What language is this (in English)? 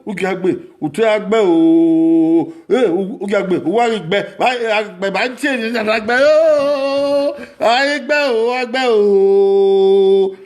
Bini